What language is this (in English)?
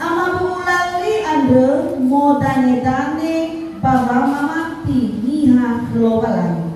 Nias